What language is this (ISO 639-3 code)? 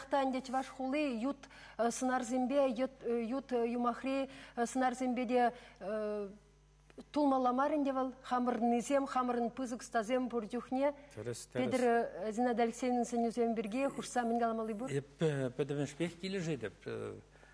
chv